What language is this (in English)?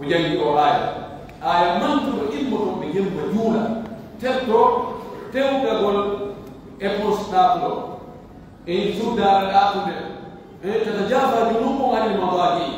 Pular